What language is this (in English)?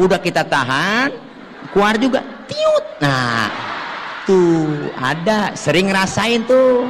Betawi